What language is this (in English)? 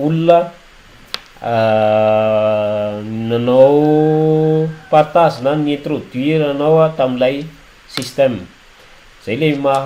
Malagasy